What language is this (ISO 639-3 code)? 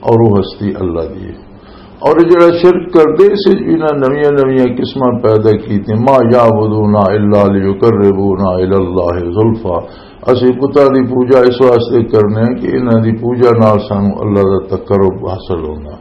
lah